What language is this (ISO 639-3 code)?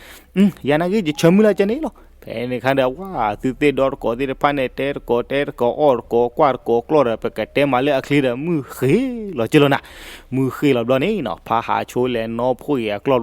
ksw